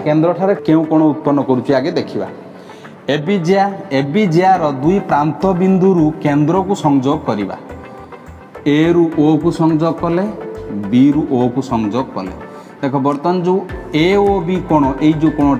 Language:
Odia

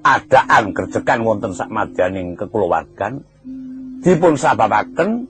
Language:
Javanese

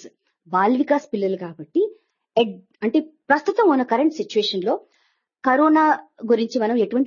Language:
Telugu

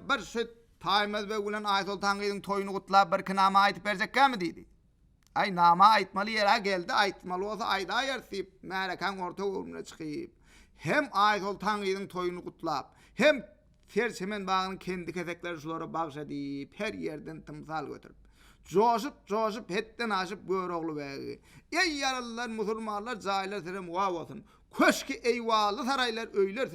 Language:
Turkmen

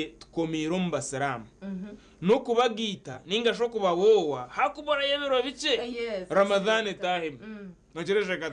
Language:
Nyankole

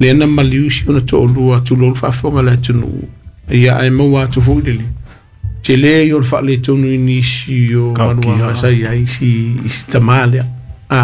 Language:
Samoan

